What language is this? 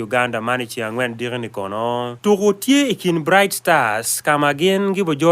Acoli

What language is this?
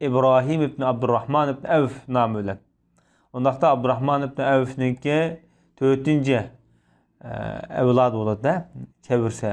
Uyghur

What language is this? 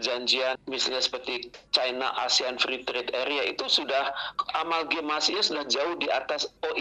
Indonesian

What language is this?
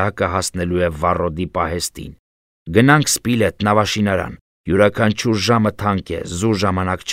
Armenian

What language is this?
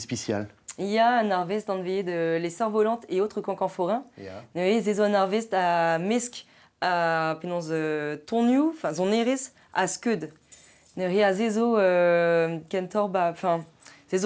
Breton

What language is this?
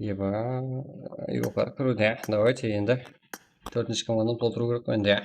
Kara-Kalpak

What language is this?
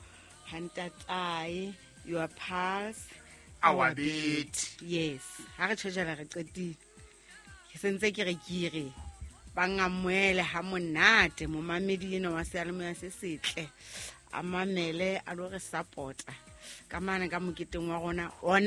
Southern Sotho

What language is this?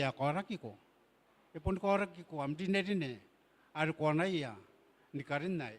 Gilbertese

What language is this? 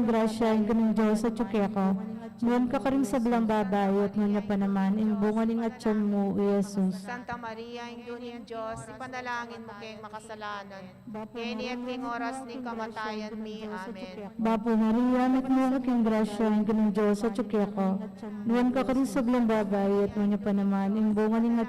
Pampanga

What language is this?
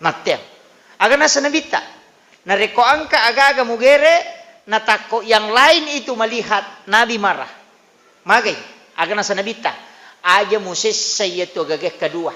Buginese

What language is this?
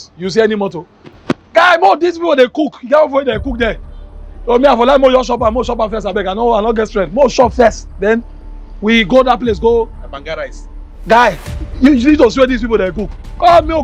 Nigerian Pidgin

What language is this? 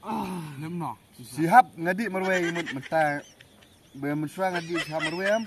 Khasi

